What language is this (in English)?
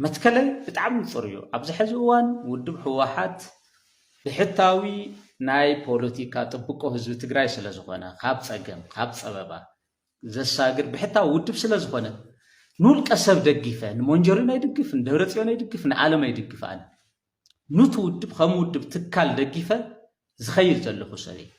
Tigrinya